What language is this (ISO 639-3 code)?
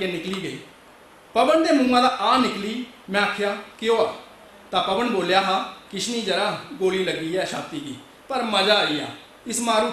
doi